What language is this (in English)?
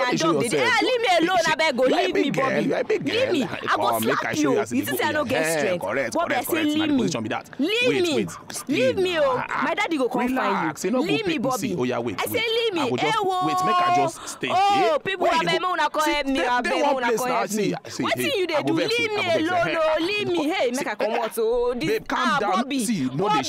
Nigerian Pidgin